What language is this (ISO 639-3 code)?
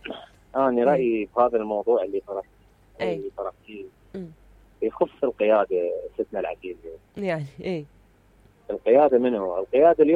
acm